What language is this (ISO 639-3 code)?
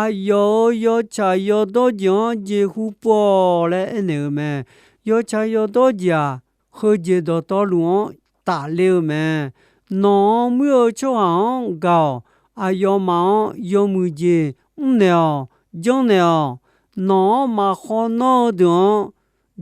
ahk